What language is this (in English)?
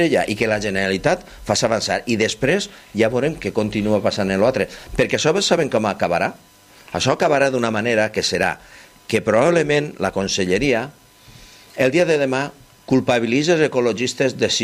Catalan